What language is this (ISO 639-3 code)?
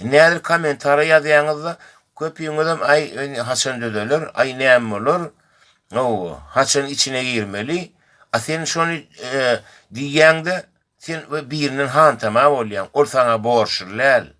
tuk